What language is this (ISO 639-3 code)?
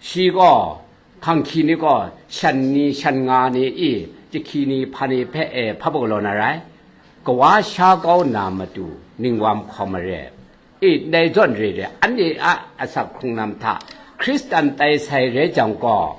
kac